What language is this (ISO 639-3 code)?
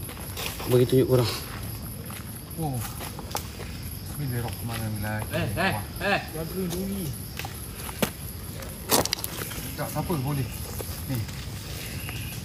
msa